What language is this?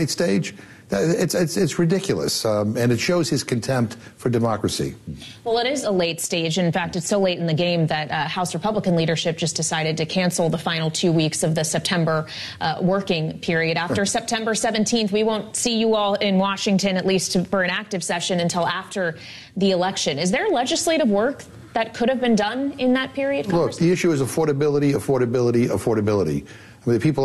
English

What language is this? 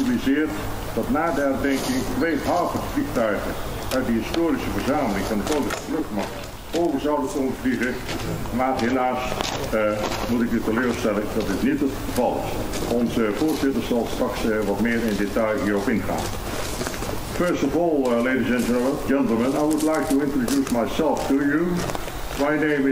Dutch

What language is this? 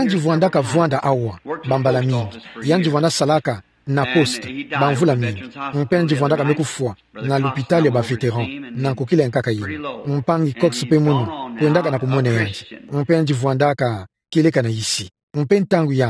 Kituba (Democratic Republic of Congo)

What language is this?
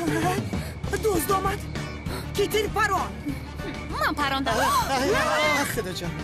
Tajik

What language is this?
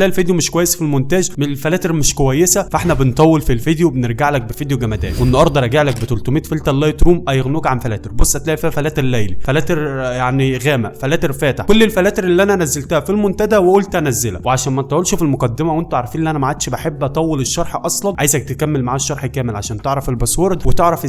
Egyptian Arabic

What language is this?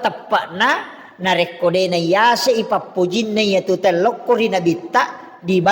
Buginese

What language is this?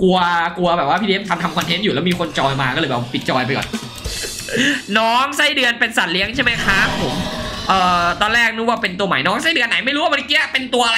Thai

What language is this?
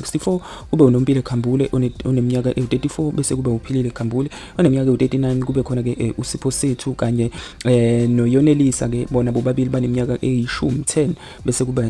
Zulu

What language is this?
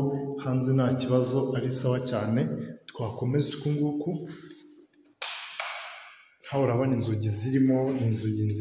Kinyarwanda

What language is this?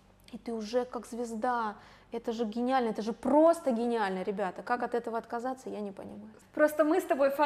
Russian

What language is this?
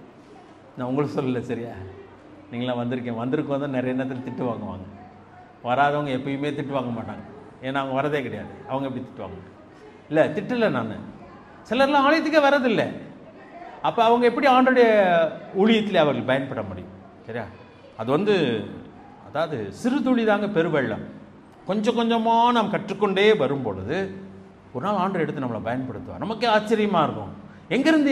Tamil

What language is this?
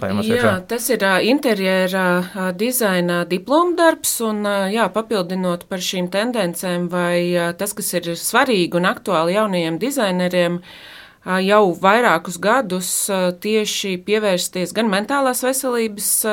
Latvian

